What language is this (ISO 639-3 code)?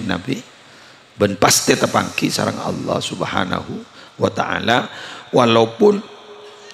mad